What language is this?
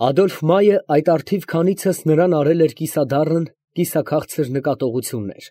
Armenian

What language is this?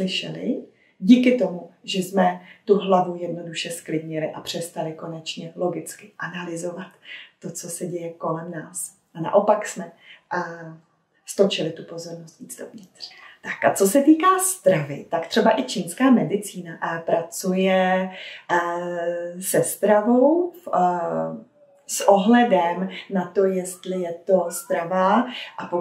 Czech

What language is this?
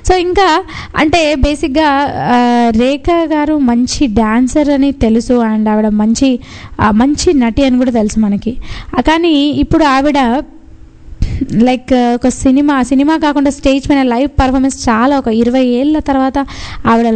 Telugu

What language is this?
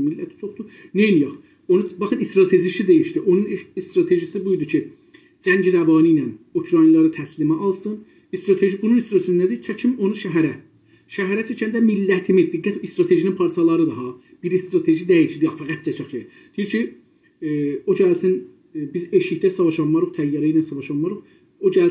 South Azerbaijani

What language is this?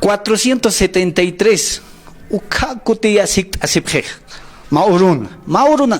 Aymara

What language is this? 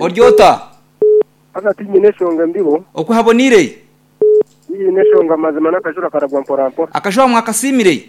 Nyankole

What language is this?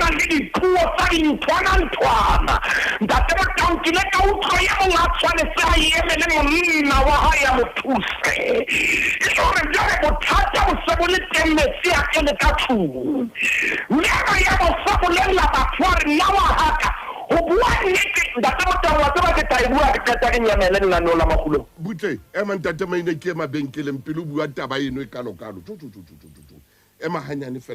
Southern Sotho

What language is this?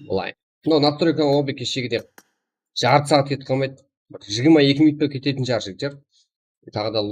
Kara-Kalpak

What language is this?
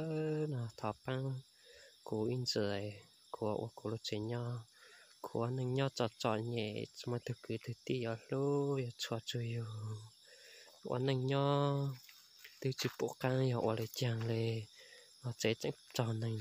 Hmong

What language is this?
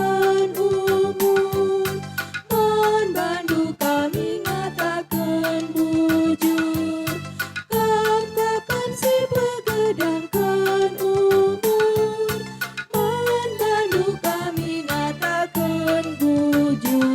Batak Karo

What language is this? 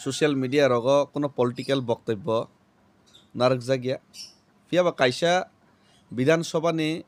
Kok Borok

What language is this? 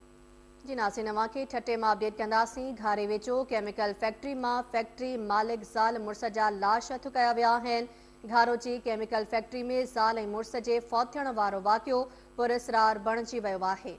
Sindhi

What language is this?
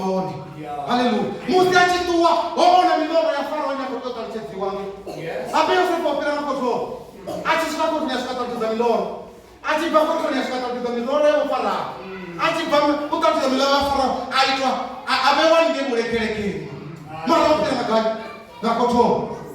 Venda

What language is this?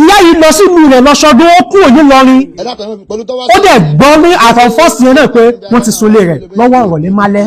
Yoruba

